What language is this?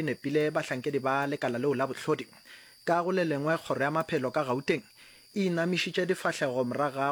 Northern Sotho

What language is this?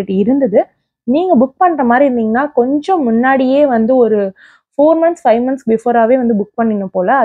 Tamil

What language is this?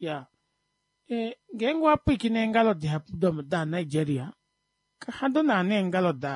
Kuanyama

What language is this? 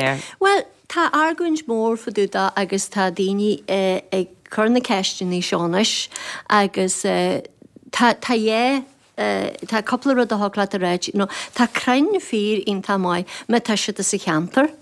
Irish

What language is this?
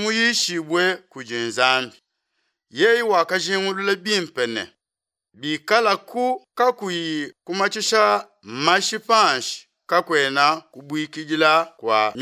Luba-Lulua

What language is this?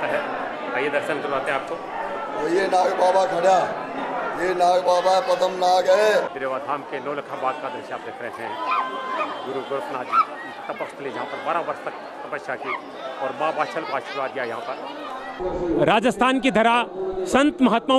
Hindi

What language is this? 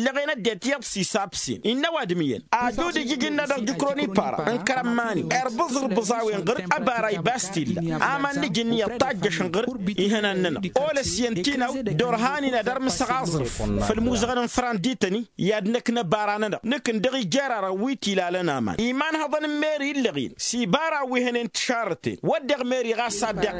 Tamasheq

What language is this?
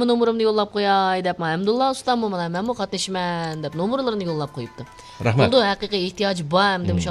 Uyghur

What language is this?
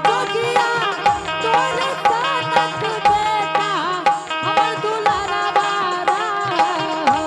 Angika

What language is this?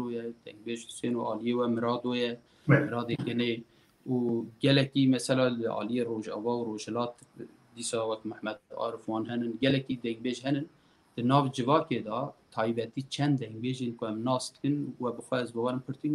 Kurdish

